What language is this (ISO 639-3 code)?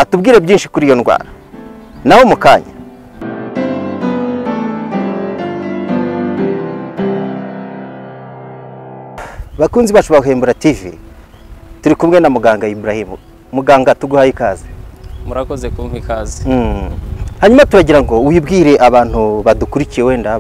kin